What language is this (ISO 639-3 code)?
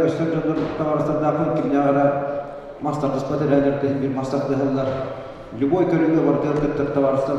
sah